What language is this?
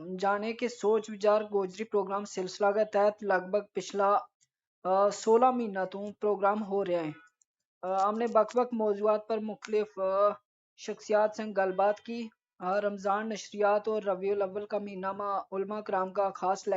Gujari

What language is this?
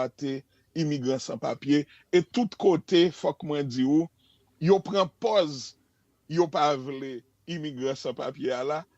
Haitian Creole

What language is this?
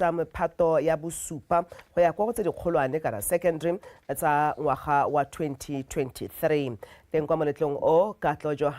Tswana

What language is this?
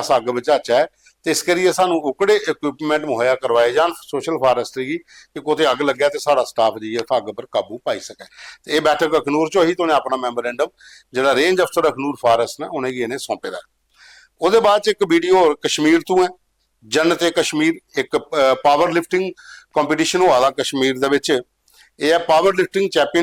Dogri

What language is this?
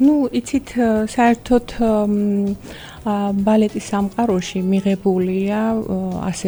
Georgian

